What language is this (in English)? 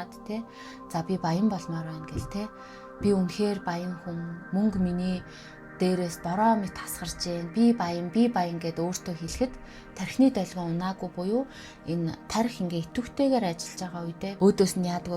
Mongolian